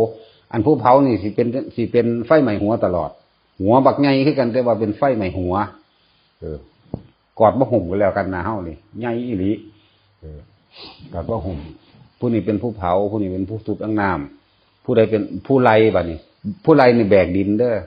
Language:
Northeastern Thai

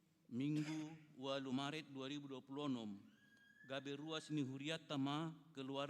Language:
Batak Toba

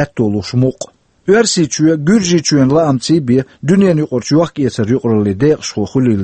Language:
Chechen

